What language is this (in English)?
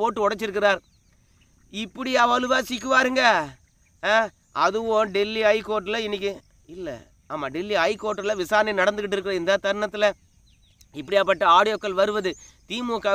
Tamil